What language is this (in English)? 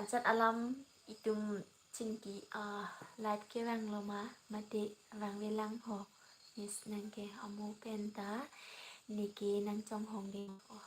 Karbi